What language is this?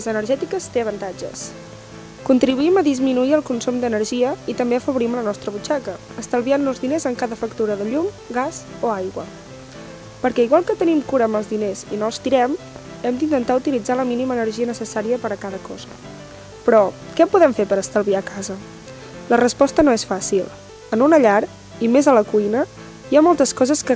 Catalan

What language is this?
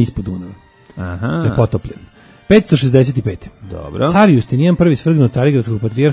Serbian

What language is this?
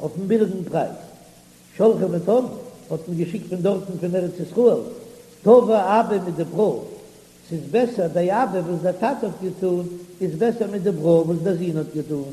Yiddish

